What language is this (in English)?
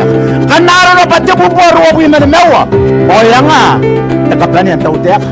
Gilbertese